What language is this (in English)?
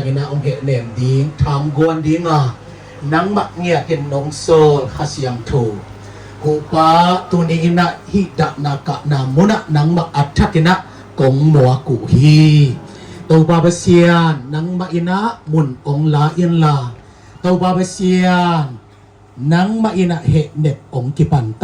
Tedim Chin